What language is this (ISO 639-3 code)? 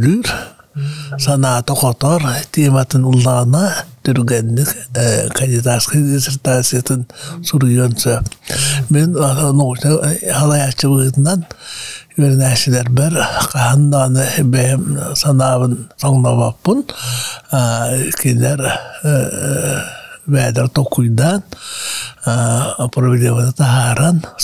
sah